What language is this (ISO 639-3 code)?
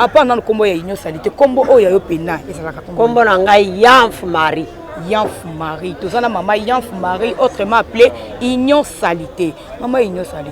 lin